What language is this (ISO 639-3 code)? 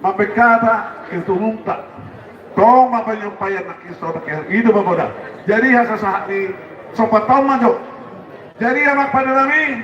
bbc